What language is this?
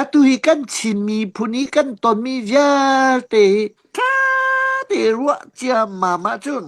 Hakha Chin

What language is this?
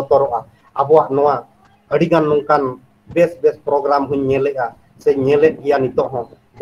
Santali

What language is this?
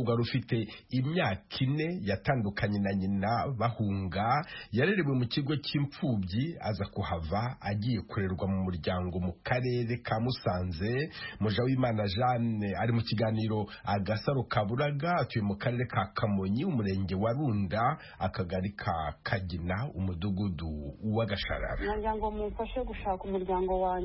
Kinyarwanda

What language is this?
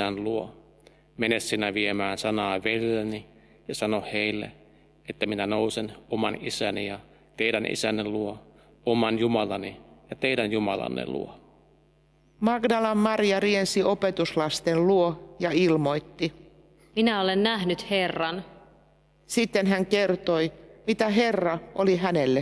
Finnish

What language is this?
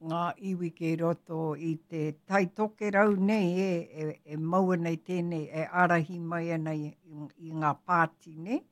Māori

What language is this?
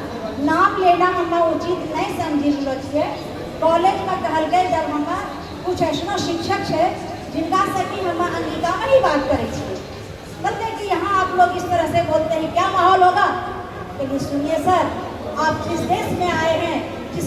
Angika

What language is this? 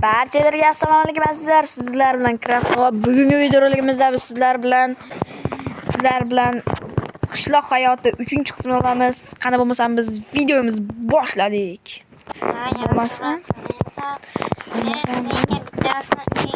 Uzbek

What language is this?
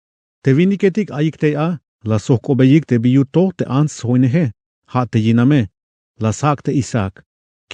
Tzeltal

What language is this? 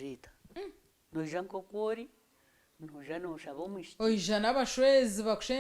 Nyankole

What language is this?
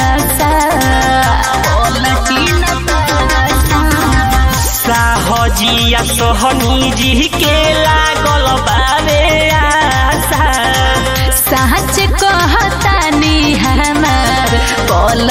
Bhojpuri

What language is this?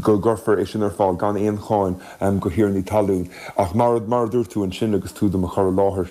Irish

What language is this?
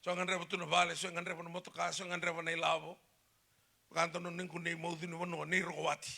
Fijian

